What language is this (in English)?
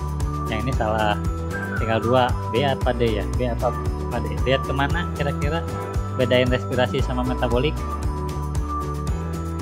Indonesian